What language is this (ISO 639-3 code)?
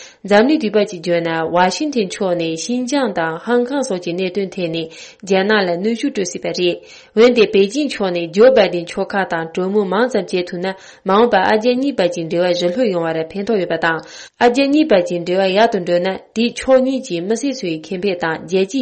bod